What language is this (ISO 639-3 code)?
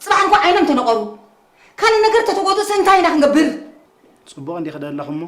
tir